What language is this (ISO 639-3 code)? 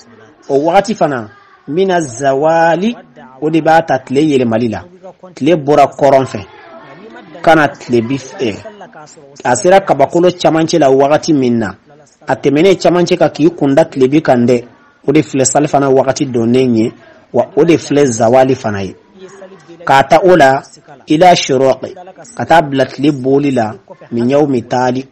bam